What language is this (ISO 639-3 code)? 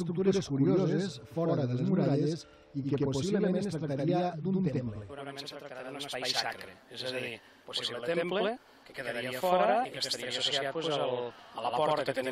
cat